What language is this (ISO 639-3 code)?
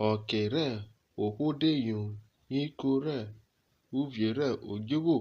urh